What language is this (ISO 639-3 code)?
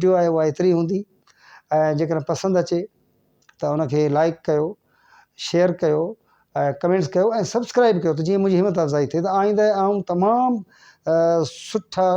snd